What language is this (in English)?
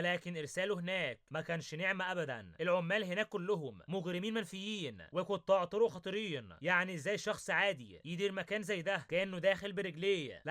Egyptian Arabic